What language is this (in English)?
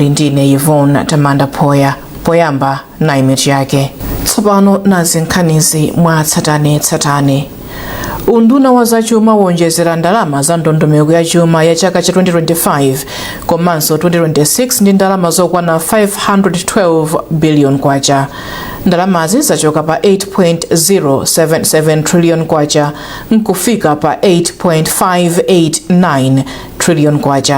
Nyanja